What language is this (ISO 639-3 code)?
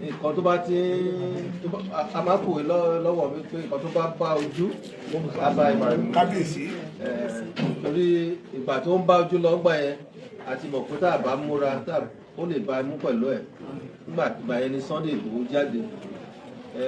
yor